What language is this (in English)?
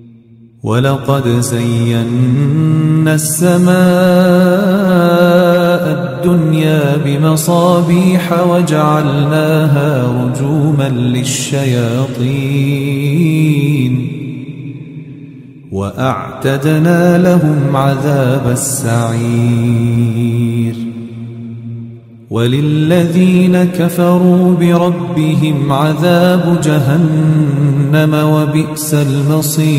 Arabic